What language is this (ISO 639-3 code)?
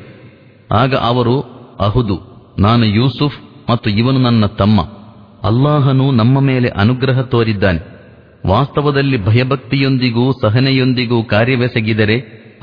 kan